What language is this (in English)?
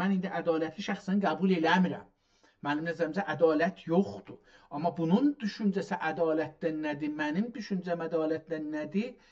South Azerbaijani